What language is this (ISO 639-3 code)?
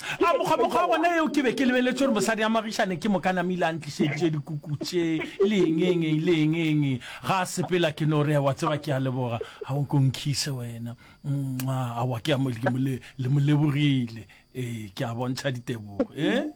nso